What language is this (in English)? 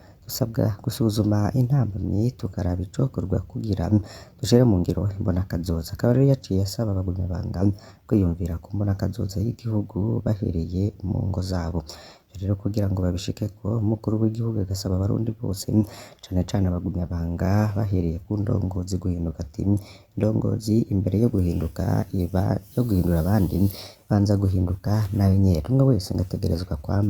Rundi